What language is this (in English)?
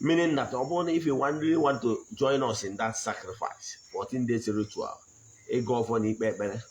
Igbo